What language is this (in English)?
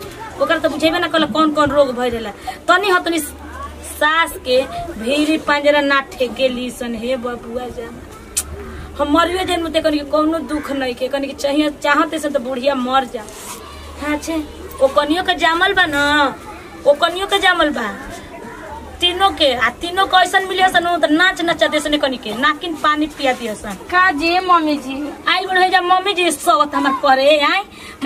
Bhojpuri